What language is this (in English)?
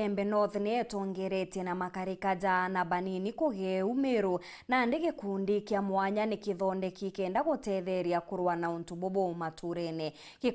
Meru